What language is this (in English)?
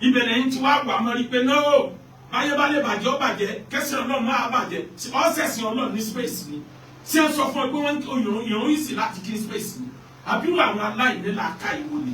Yoruba